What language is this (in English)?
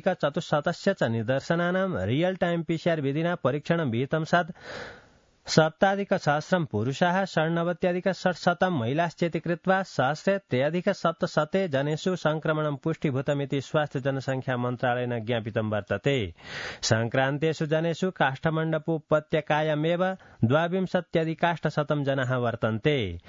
Sanskrit